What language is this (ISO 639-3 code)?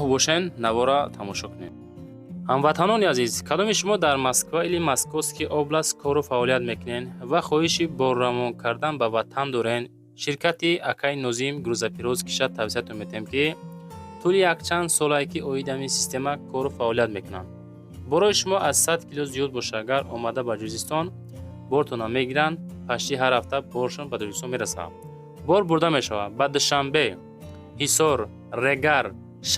tgk